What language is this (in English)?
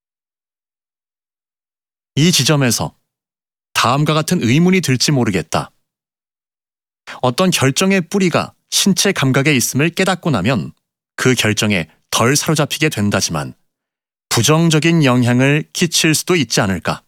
Korean